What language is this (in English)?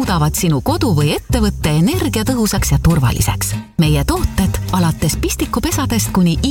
Estonian